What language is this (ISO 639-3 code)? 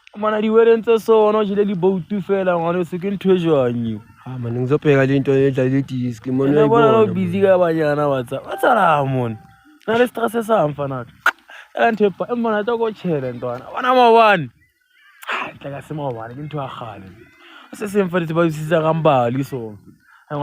zul